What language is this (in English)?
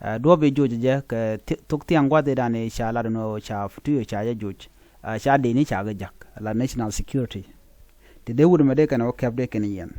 Nuer